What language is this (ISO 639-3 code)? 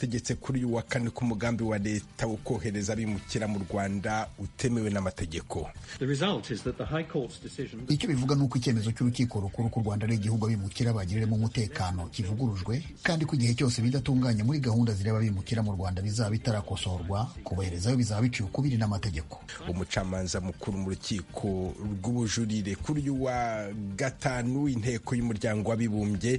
kin